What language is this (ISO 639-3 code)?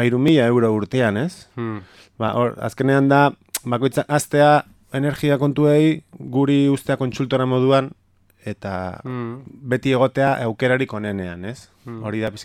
eus